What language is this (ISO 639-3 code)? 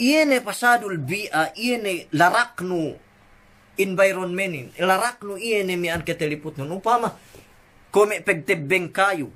yka